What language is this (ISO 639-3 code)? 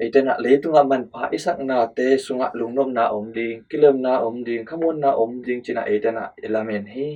ctd